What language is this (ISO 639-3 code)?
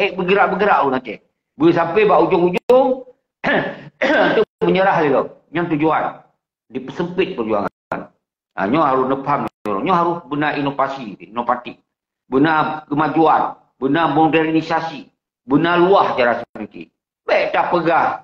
ace